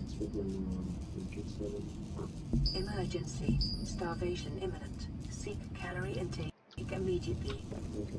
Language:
Swiss German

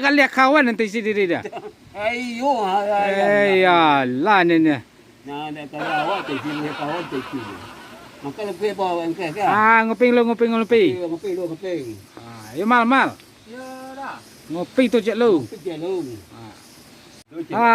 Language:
Minangkabau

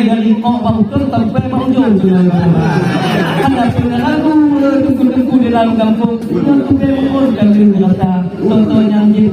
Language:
Achinese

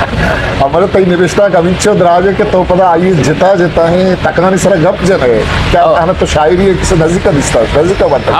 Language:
Eastern Balochi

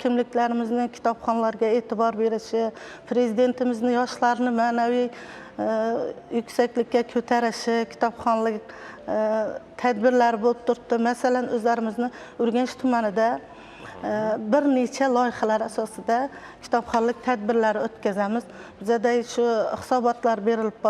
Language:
Uzbek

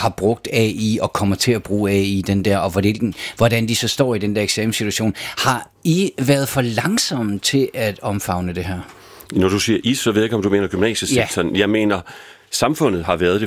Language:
Danish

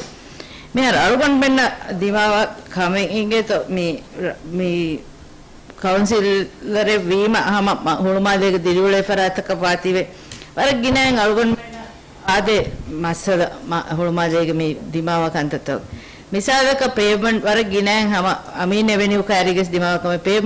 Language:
Divehi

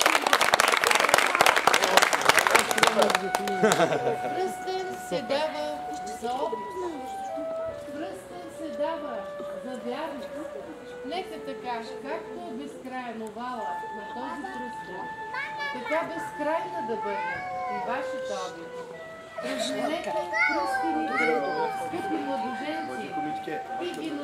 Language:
Bulgarian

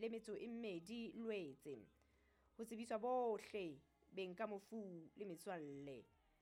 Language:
Southern Sotho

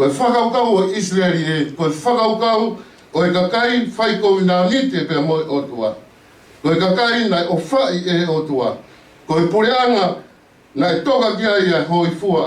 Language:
Tongan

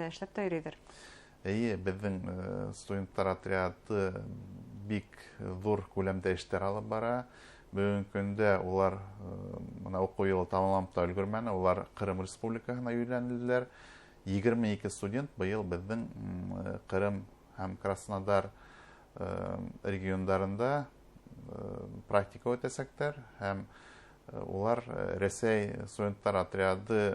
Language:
Bashkir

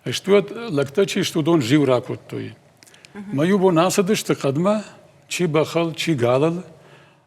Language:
Ossetic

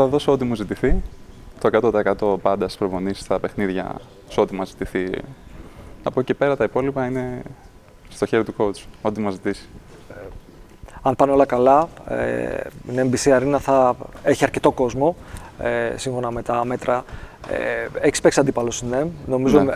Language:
Greek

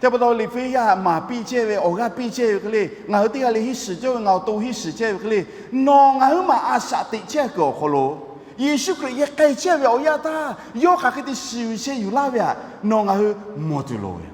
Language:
Lahu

